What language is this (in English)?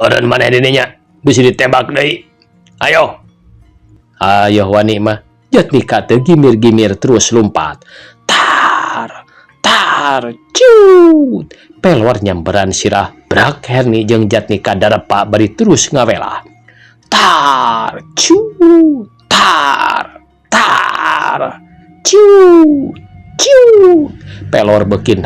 Sundanese